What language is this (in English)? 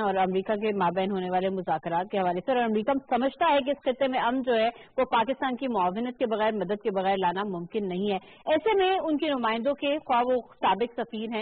Urdu